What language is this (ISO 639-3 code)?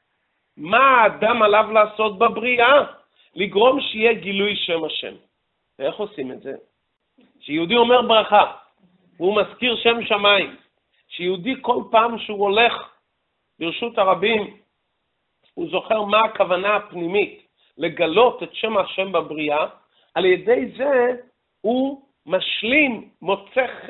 heb